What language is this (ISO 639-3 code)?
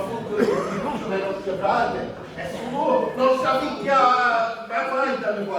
scn